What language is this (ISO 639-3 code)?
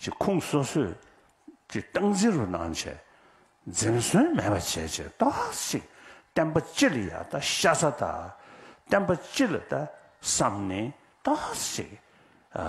bod